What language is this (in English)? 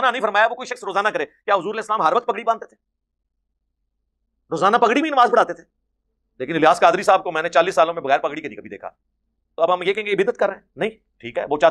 Urdu